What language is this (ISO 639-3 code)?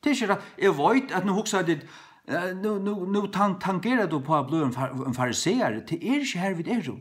fao